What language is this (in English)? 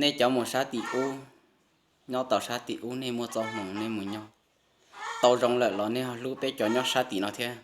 Hmong